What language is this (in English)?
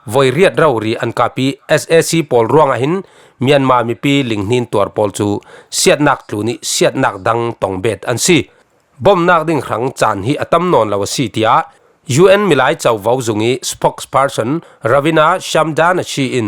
Falam Chin